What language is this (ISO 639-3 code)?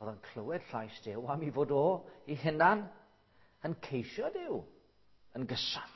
cym